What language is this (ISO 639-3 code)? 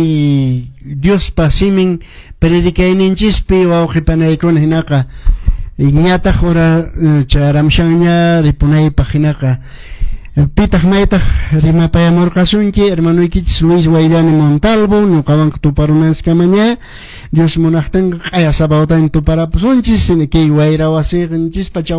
que